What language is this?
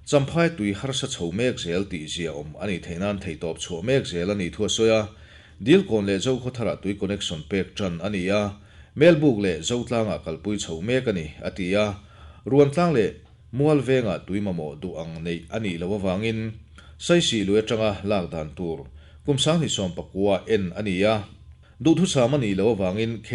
Mizo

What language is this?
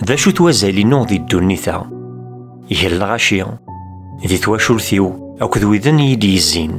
Kabyle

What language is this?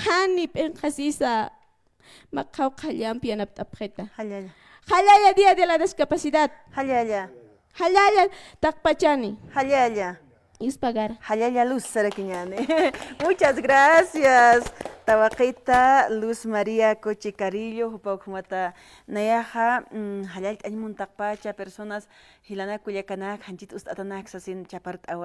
Aymara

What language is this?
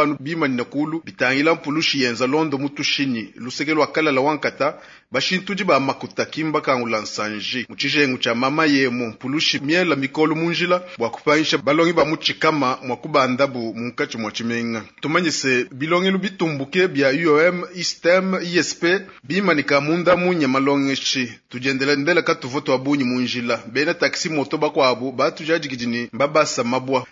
Luba-Lulua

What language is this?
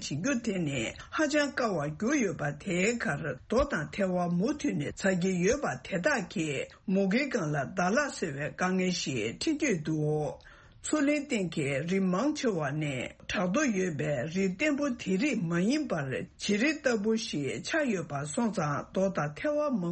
Tibetan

